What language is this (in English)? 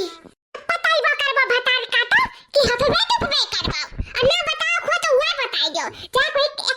Awadhi